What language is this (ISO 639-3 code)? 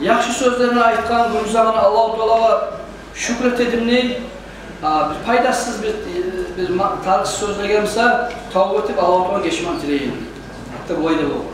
kum